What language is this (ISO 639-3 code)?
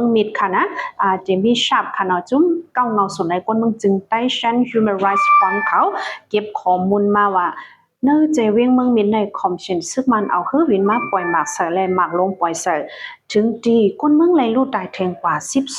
shn